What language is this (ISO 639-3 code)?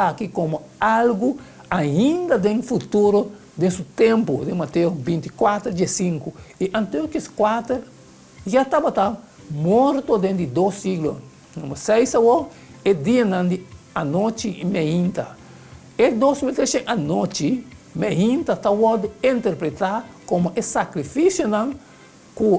pap